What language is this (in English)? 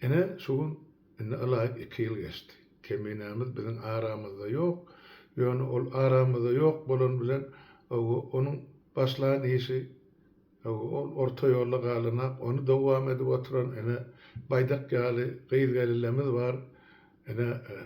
Turkmen